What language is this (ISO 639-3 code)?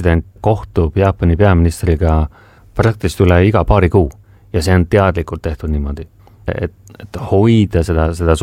est